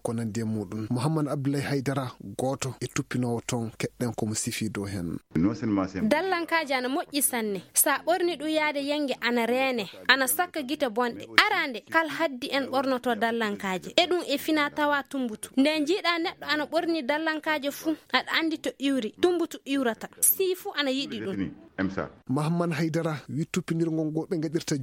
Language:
Fula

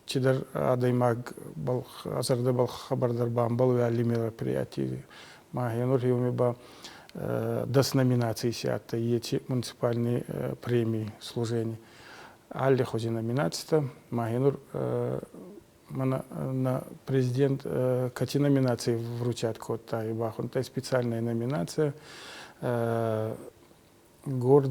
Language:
Ossetic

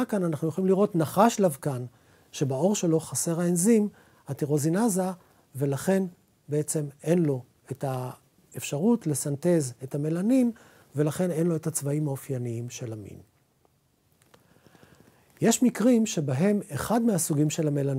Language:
Hebrew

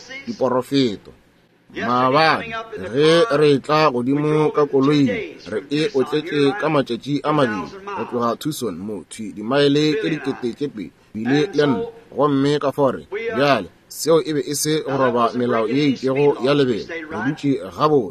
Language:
Northern Sotho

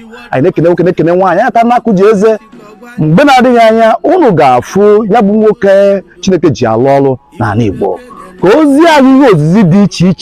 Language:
Igbo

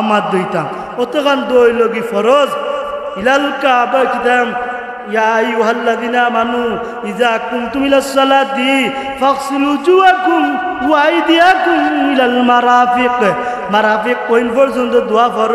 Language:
Sylheti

